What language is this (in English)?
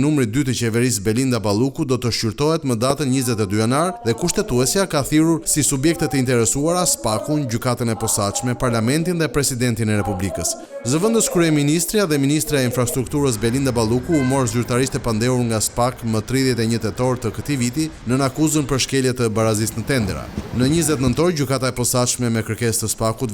Albanian